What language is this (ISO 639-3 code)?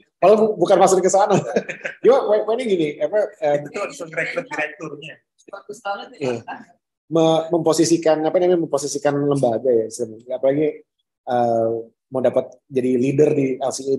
ind